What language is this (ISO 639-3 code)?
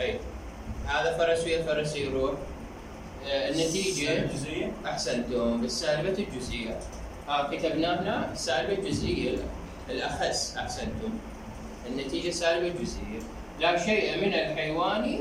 acm